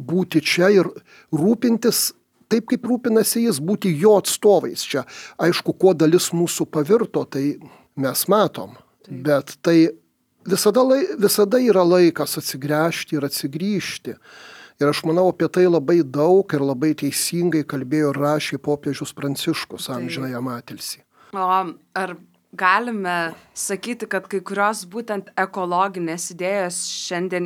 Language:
Lithuanian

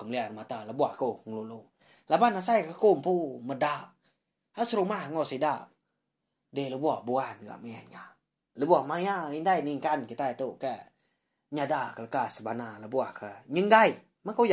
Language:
Iban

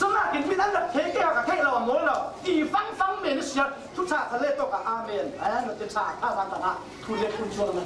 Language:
Falam Chin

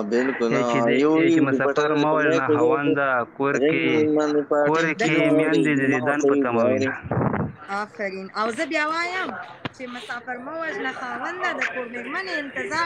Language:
Pashto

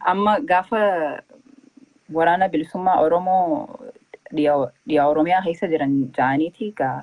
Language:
Oromo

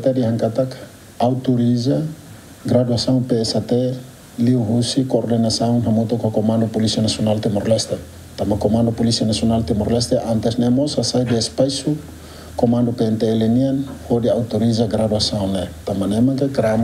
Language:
Tetum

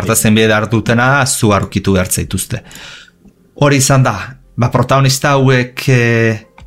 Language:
Basque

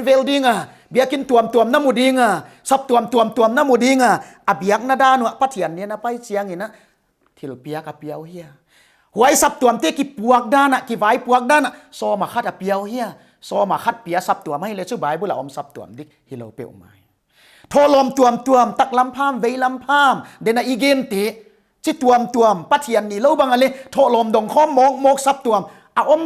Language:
Paite Chin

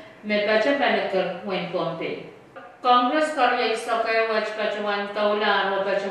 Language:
Pohnpeian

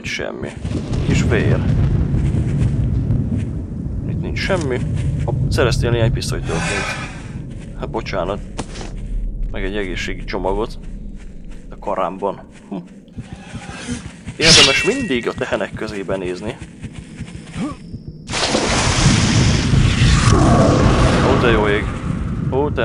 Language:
Hungarian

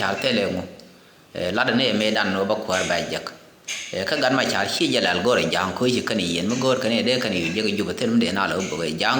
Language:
Nuer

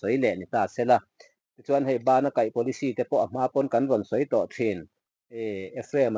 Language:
Mizo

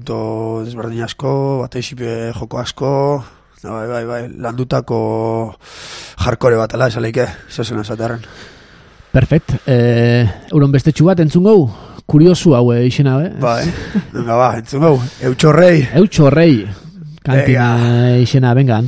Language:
Basque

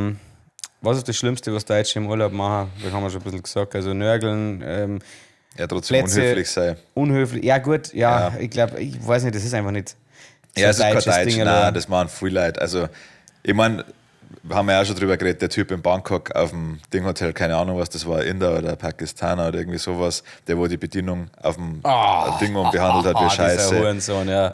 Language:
Bavarian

